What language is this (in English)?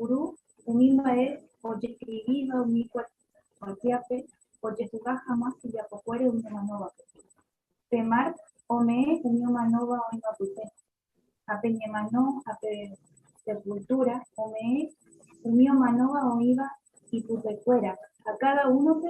Guarani